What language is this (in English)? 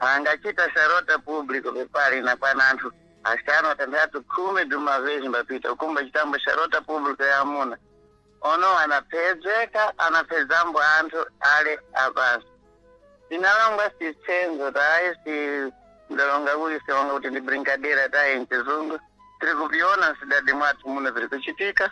Sena